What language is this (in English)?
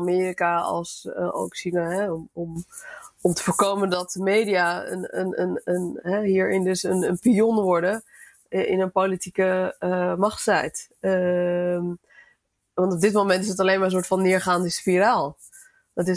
Dutch